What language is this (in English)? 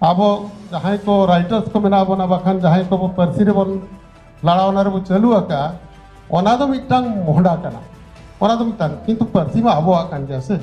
Santali